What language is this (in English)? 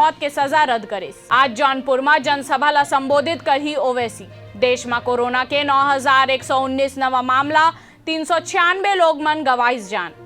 Chhattisgarhi